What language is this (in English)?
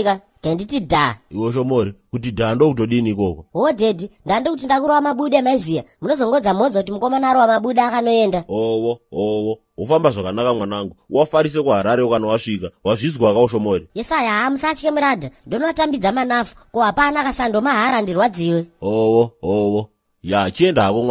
Shona